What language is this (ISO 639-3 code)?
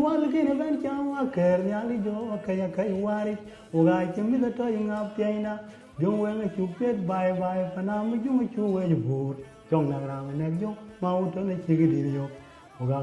din